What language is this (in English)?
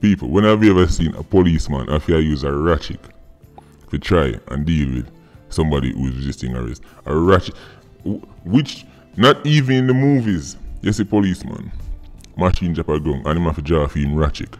Jamaican Creole English